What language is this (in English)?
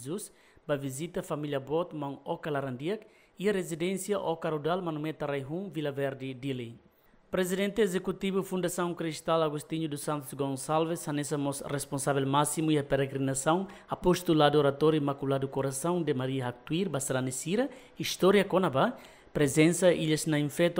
Tetum